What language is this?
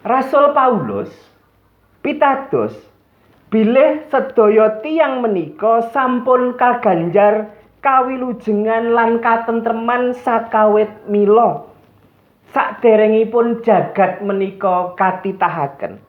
Javanese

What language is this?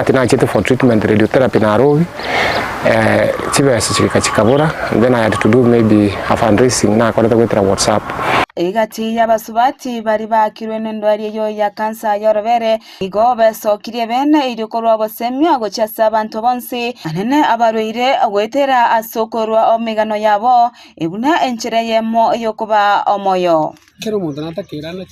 Gusii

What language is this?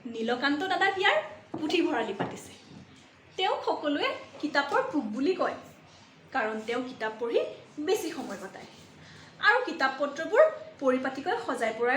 Assamese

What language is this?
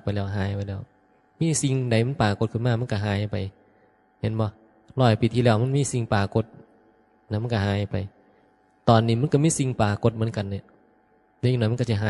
Northeastern Thai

